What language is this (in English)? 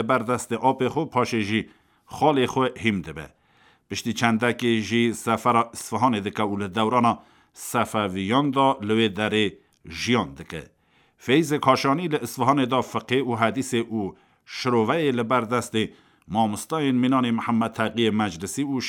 Kurdish